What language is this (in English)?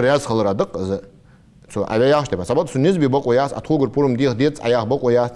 Ingush